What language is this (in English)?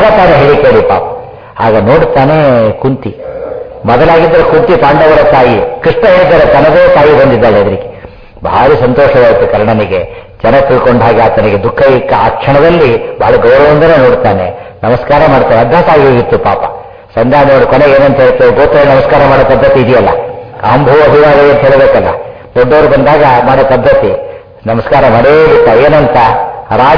Kannada